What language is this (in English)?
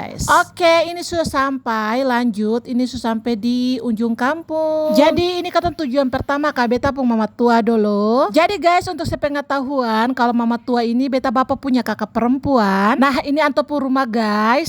Ambonese Malay